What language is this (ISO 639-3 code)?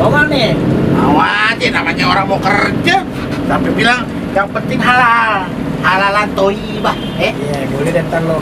bew